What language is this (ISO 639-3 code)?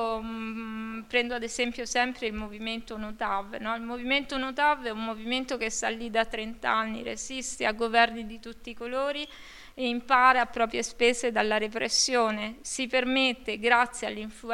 ita